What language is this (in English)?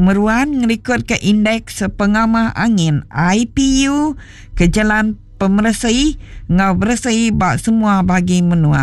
Iban